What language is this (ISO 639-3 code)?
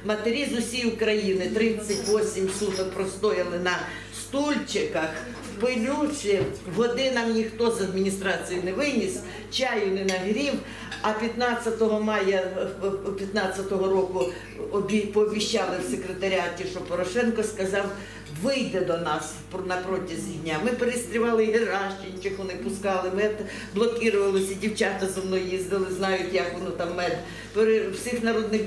ukr